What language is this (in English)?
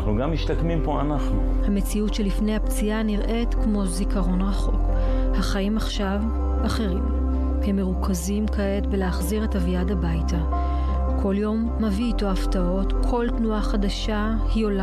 Hebrew